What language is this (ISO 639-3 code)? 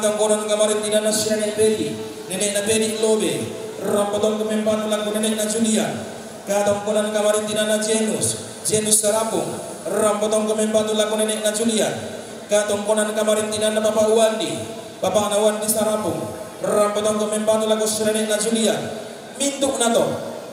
sda